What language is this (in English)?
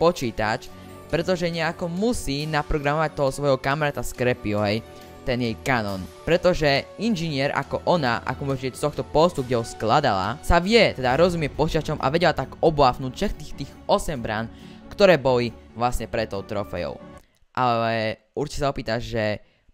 Slovak